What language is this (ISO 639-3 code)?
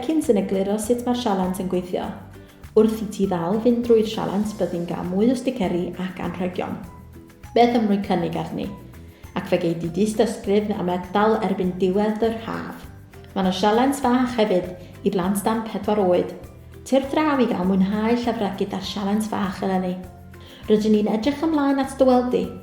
cym